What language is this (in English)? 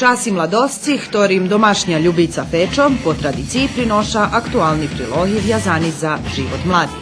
Rusyn